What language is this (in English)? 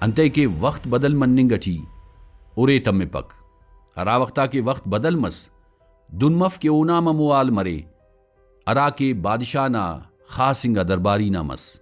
Brahui